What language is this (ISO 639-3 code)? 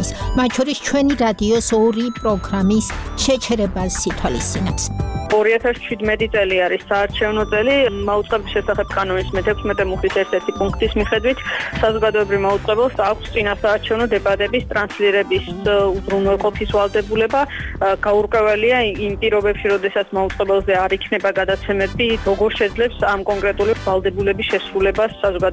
kat